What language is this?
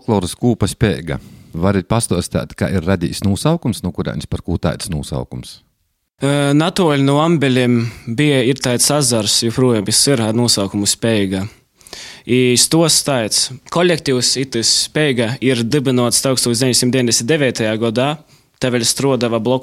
Latvian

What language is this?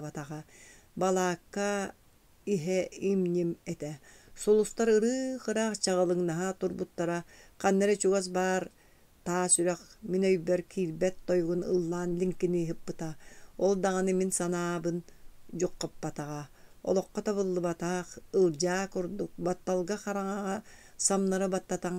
Yakut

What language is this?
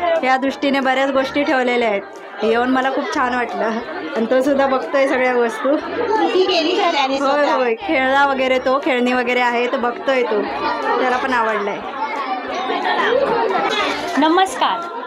Marathi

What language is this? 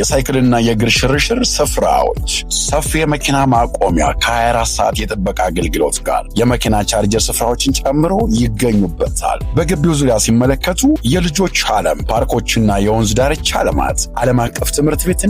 Amharic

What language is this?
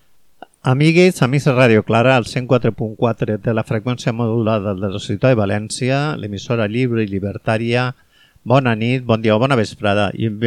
Catalan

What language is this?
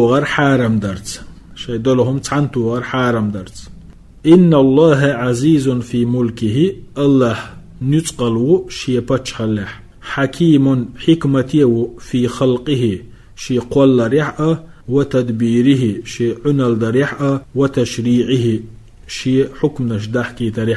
Chechen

